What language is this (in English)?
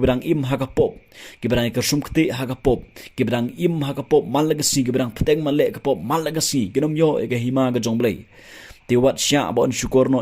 Khasi